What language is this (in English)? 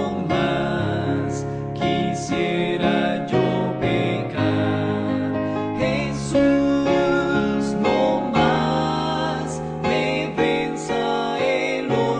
Spanish